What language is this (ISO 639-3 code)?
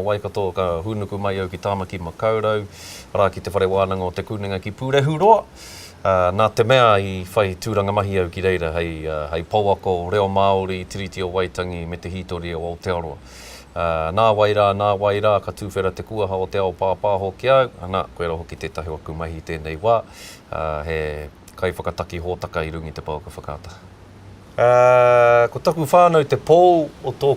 mri